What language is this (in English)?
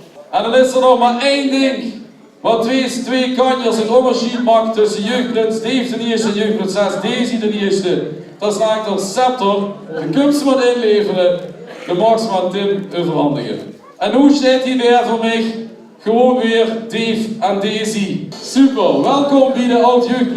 Limburgish